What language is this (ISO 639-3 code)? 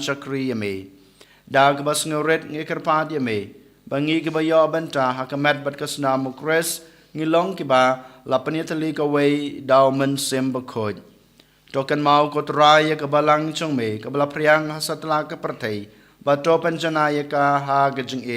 kha